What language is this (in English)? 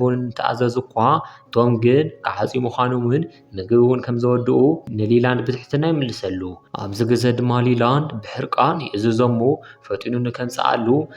Tigrinya